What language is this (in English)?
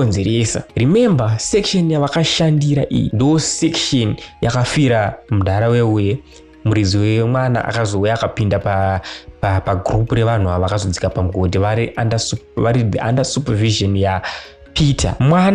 Shona